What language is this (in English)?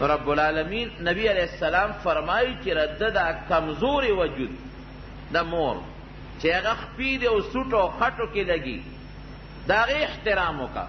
Pashto